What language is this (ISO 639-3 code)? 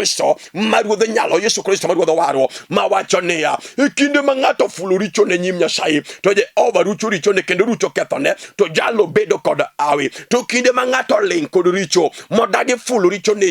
luo